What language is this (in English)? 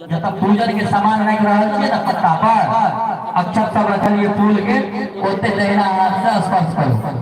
Maithili